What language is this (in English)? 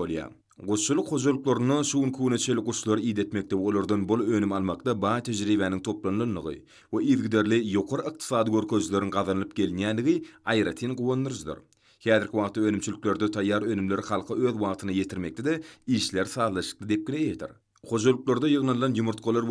Turkmen